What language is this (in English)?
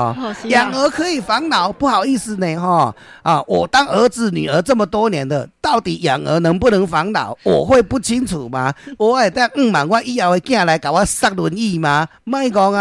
Min Nan Chinese